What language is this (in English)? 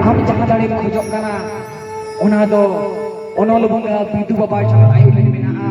Santali